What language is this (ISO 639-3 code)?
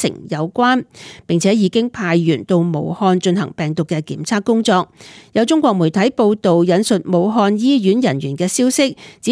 yue